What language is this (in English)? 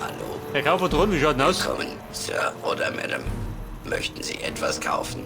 Bavarian